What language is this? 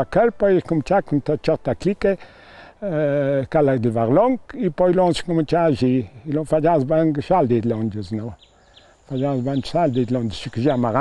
Ladin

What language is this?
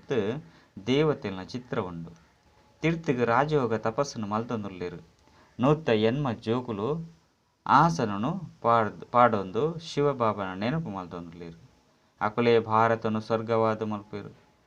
Tulu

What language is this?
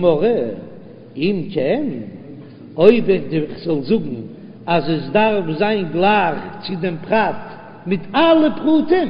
Yiddish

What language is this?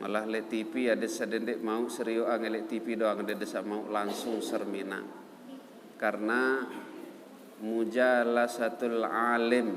Sasak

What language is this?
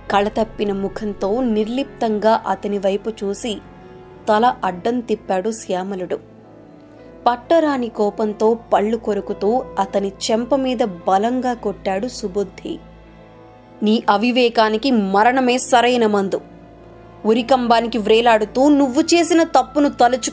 Telugu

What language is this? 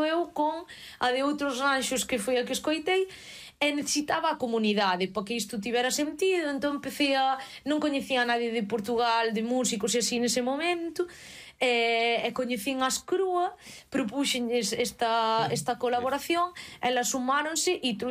Galician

